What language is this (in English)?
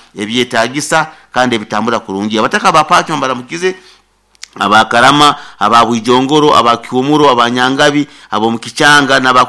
Nyoro